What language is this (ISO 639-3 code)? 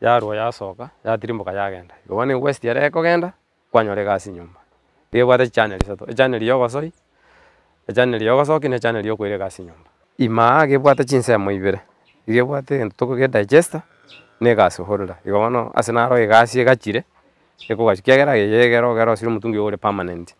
guz